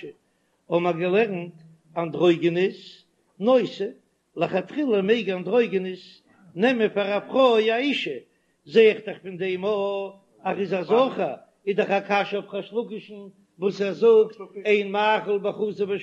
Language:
Yiddish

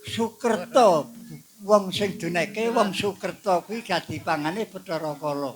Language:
Javanese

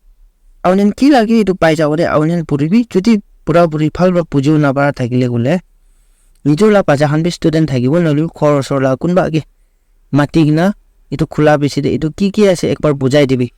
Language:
Naga Pidgin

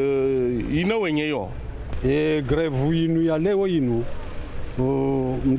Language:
Ngazidja Comorian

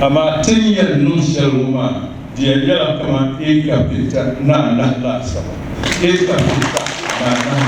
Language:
Dagbani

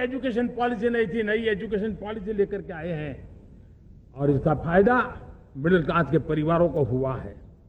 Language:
Hindi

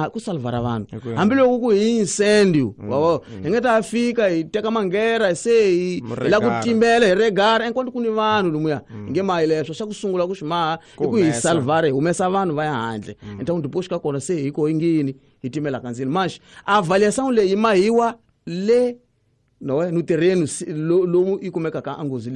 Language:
Tsonga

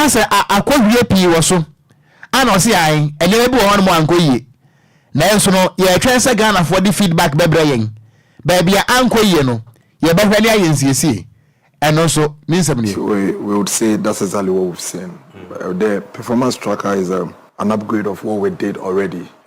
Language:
Akan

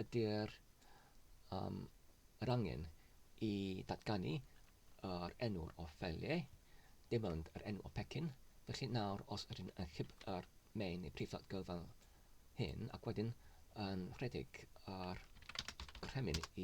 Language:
Welsh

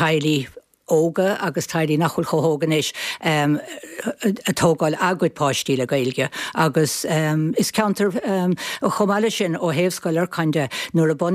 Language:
Irish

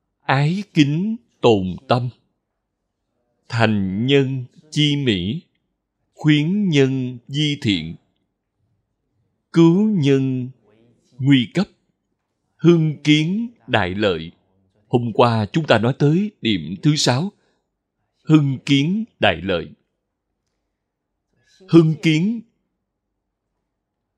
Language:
Vietnamese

